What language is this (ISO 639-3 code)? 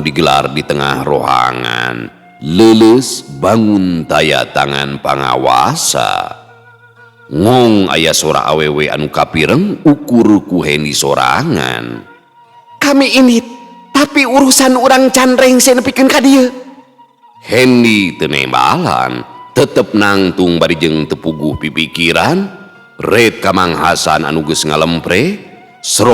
sun